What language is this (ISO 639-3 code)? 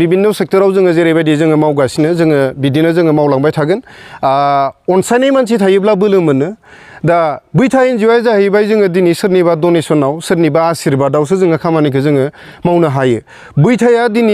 brx